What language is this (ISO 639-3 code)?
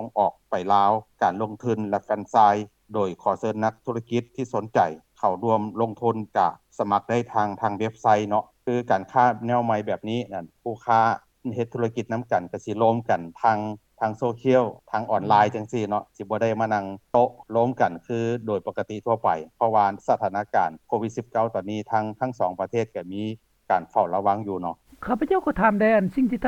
lao